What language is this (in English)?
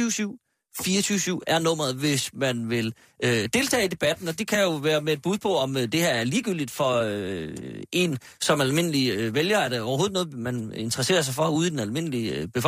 Danish